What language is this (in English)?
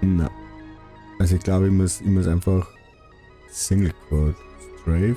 Bavarian